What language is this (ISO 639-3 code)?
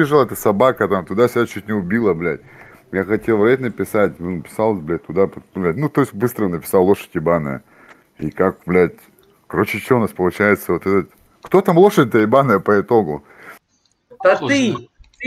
rus